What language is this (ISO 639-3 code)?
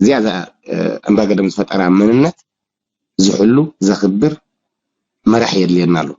tir